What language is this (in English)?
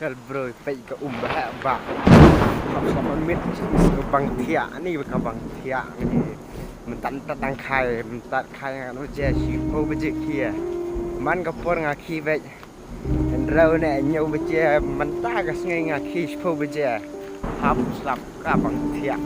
Khasi